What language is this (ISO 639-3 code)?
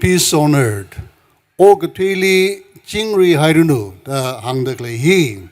nmf